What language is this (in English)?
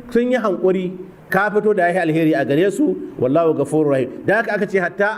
Hausa